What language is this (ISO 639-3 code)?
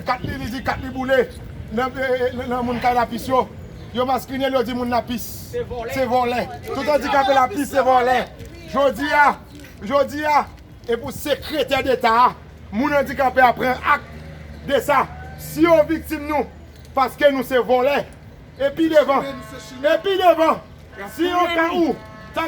hat